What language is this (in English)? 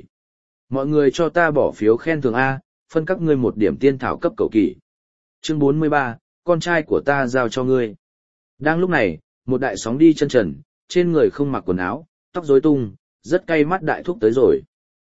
Vietnamese